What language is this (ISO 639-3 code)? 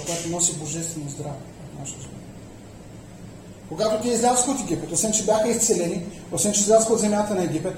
bul